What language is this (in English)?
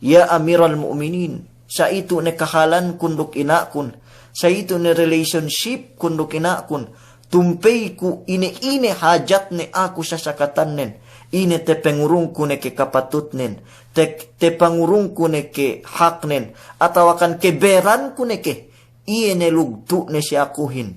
Yakan